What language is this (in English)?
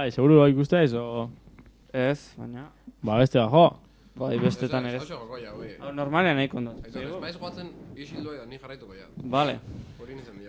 Basque